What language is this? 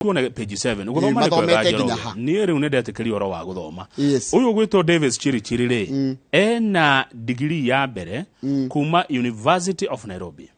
Kikuyu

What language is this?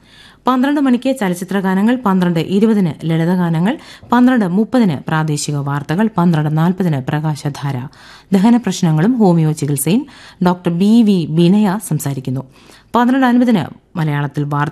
Malayalam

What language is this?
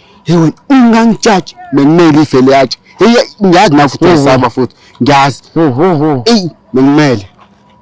Zulu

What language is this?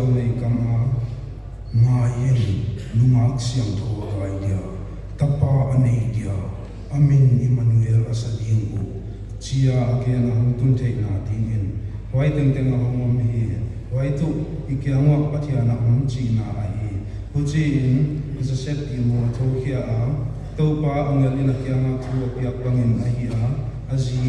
Paite Chin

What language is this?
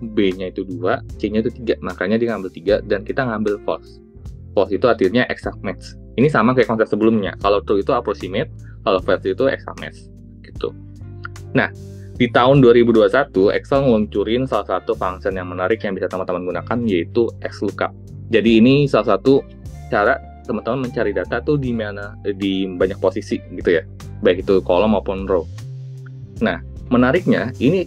Indonesian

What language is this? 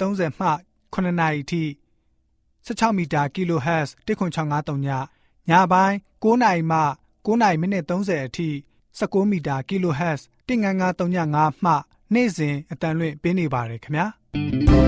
Burmese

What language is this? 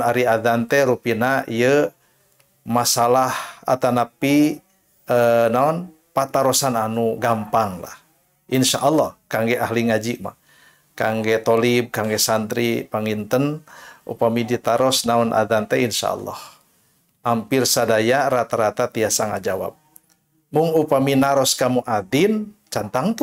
Sundanese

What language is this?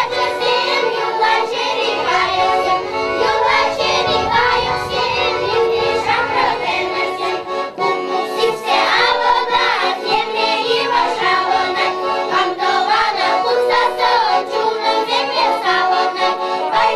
Chuvash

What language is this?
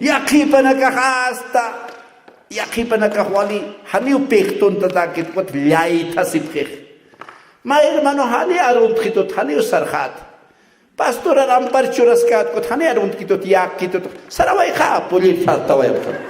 Aymara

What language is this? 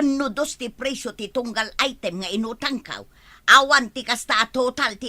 Iloko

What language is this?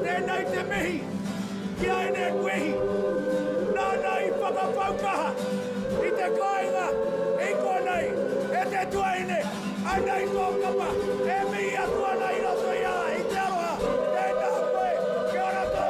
Māori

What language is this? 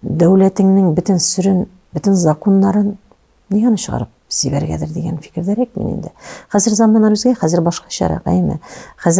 Tatar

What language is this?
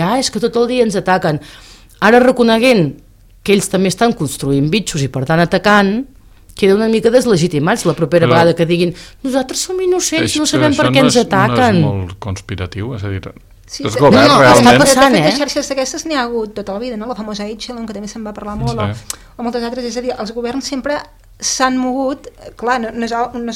Catalan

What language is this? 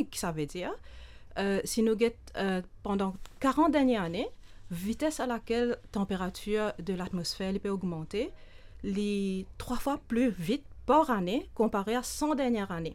Morisyen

